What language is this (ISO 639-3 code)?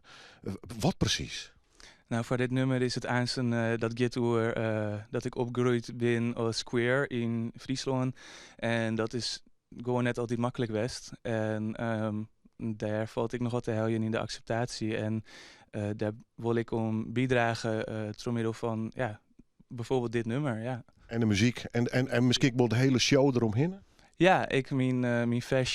fry